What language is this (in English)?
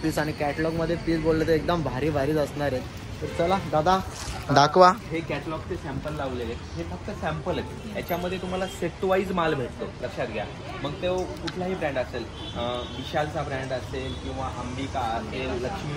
Marathi